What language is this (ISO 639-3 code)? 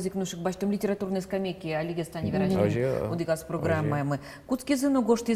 udm